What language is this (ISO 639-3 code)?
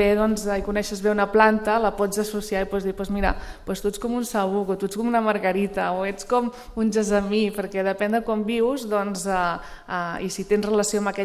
cat